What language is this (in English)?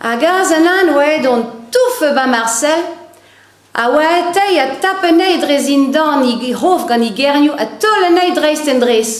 Breton